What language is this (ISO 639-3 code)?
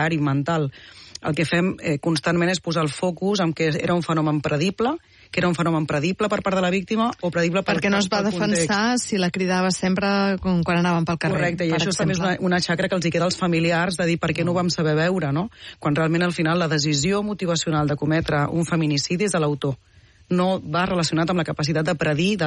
cat